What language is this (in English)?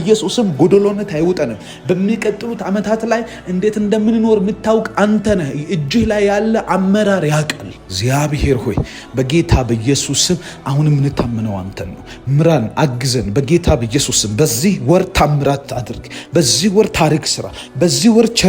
Amharic